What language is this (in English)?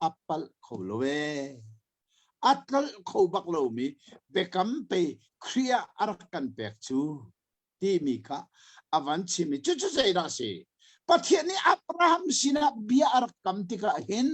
Hakha Chin